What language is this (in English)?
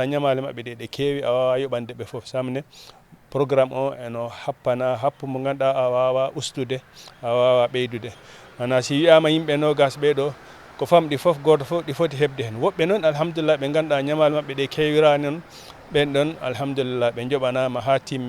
Fula